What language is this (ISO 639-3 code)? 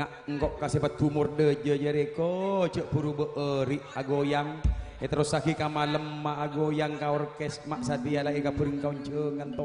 mad